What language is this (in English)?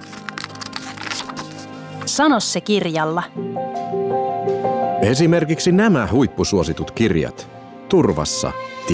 Finnish